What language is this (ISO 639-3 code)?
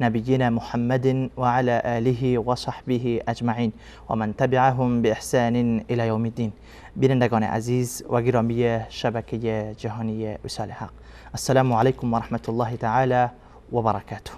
fas